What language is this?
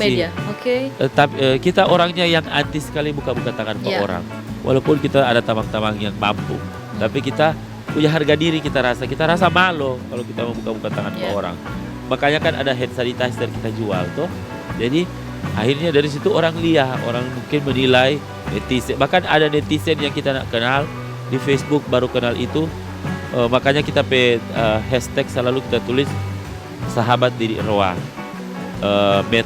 Manado Malay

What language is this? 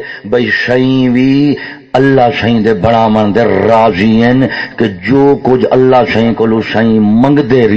Saraiki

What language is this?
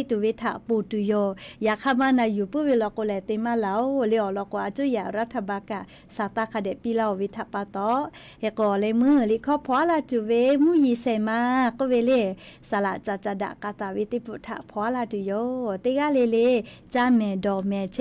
Lahu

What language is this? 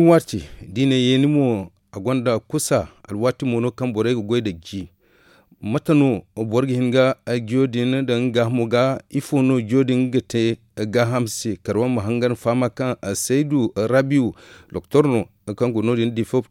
Zarma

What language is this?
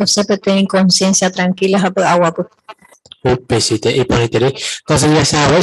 Guarani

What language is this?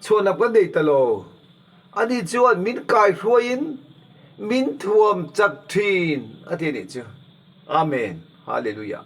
Mizo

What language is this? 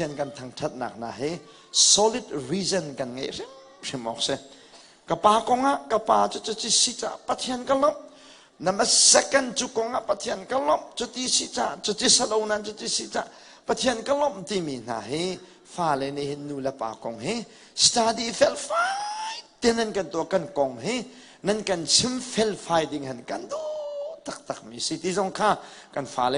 Hakha Chin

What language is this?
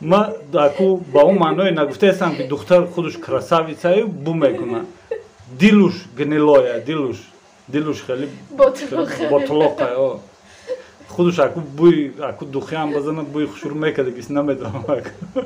Tajik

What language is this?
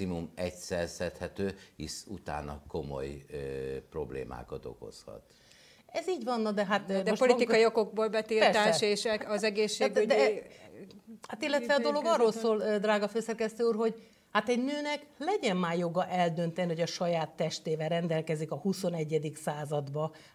Hungarian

